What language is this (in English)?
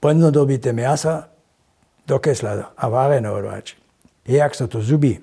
Upper Sorbian